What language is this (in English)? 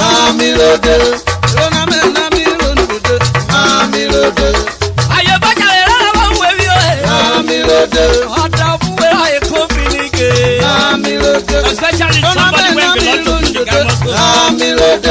Urhobo